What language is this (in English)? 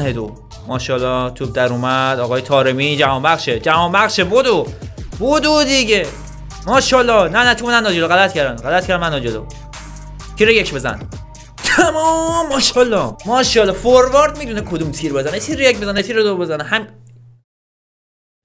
Persian